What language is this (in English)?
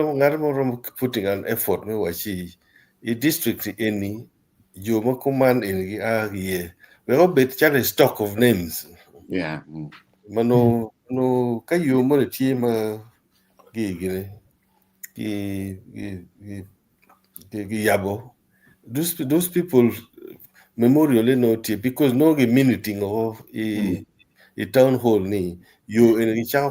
Acoli